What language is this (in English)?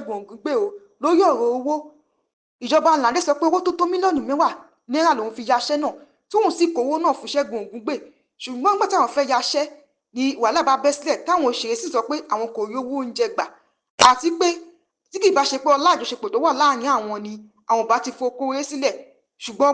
Yoruba